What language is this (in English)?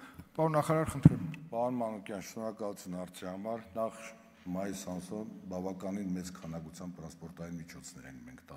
Armenian